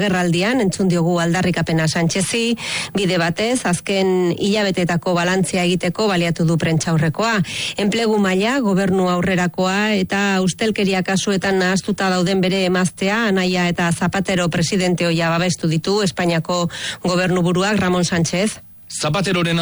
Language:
Basque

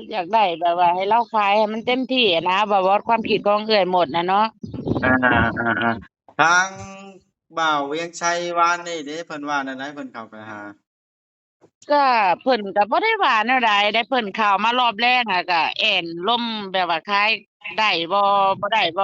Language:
Northeastern Thai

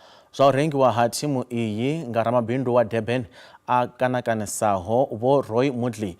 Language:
Venda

